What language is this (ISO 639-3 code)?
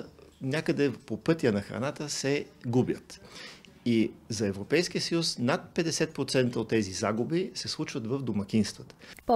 bul